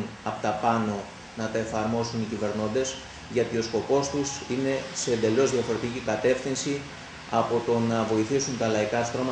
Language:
Greek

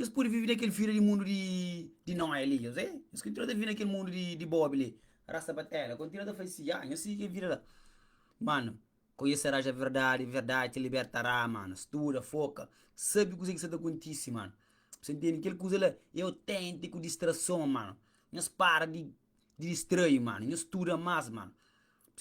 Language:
Kabuverdianu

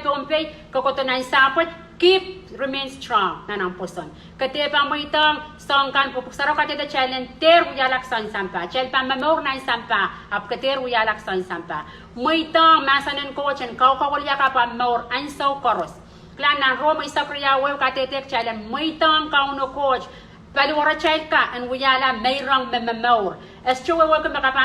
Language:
Pohnpeian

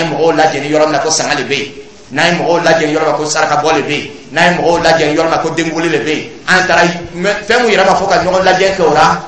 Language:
Dyula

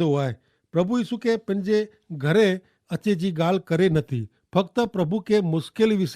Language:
Kachhi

